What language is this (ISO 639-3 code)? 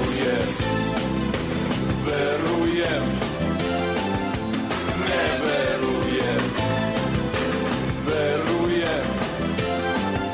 srp